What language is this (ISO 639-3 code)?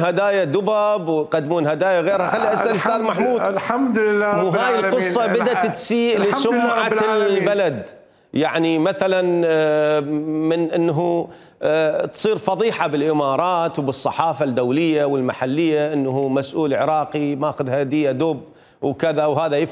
acm